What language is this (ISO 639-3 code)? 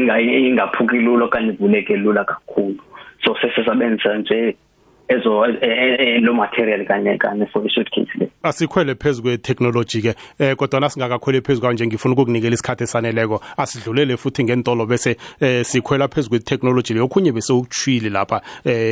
nbl